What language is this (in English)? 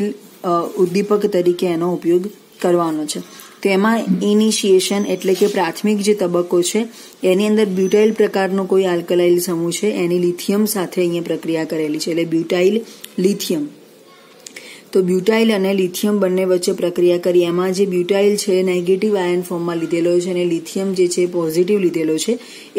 Gujarati